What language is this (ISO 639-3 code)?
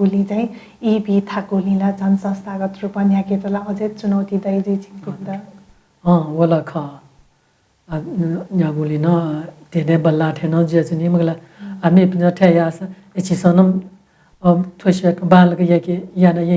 new